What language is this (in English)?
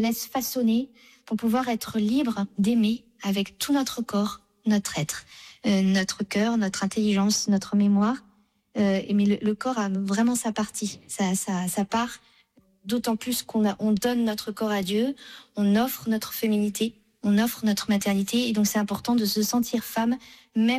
French